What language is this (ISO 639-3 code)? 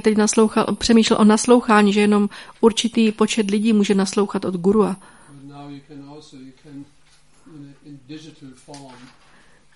ces